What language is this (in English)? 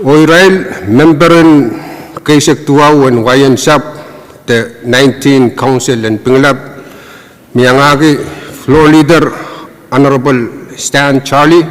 Pohnpeian